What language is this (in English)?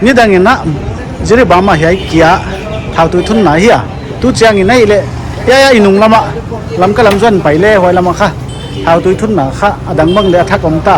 Paite Chin